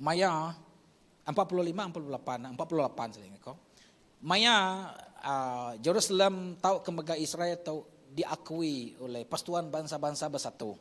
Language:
Iban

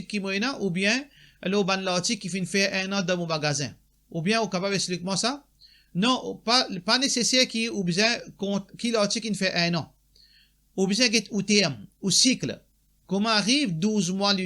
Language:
Morisyen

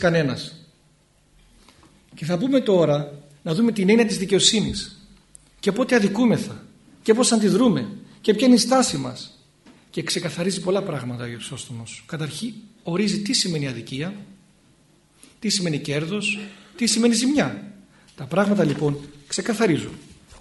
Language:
Greek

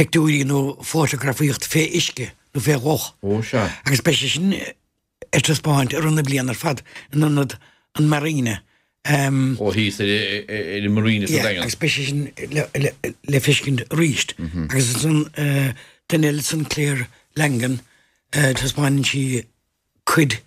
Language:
Irish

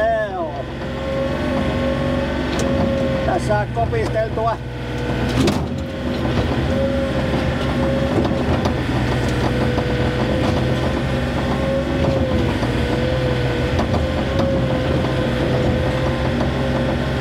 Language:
Finnish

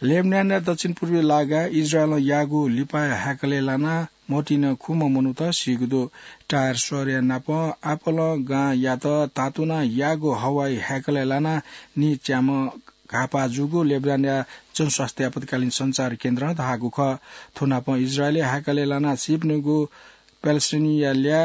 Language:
Newari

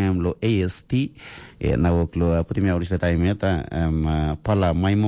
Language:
Tok Pisin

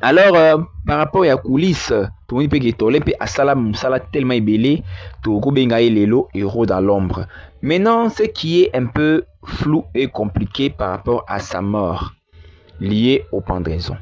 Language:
Lingala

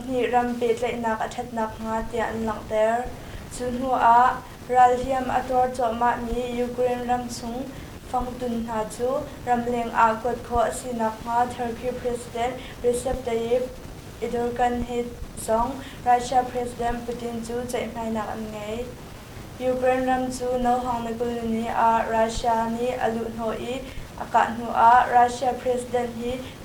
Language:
Hakha Chin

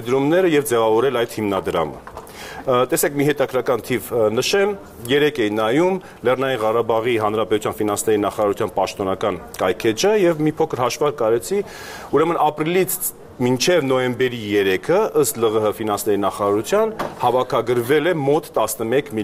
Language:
Armenian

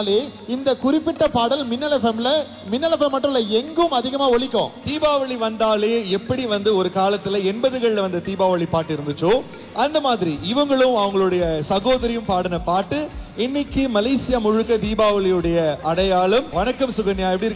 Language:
Tamil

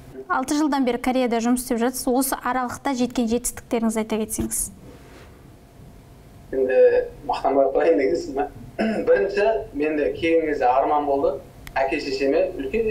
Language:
Kazakh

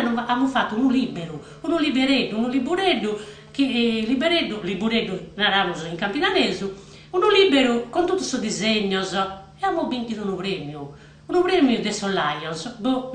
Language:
Sardinian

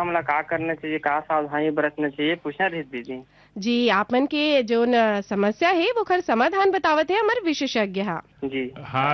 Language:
Chhattisgarhi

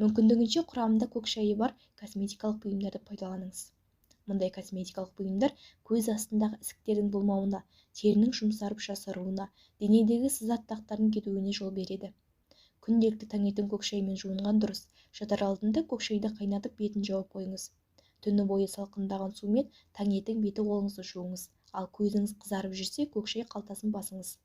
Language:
Kazakh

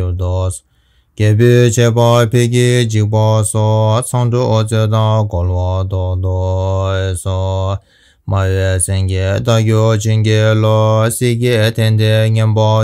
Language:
Tibetan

